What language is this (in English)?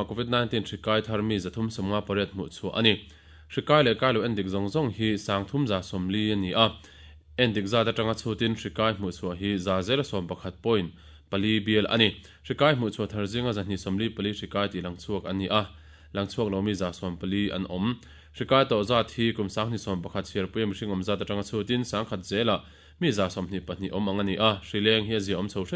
Mizo